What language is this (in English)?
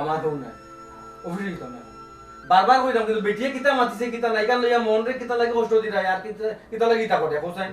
Sylheti